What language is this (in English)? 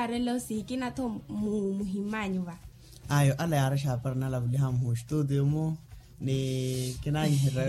Makhuwa